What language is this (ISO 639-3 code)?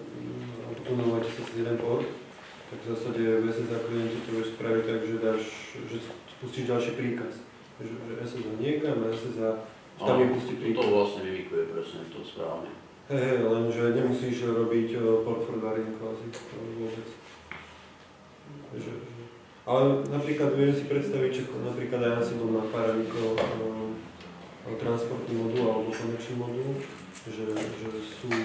slk